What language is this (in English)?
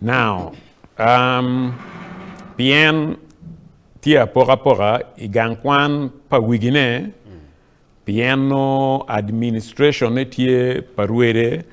Acoli